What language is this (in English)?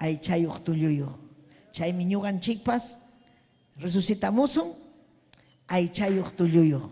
Ayacucho Quechua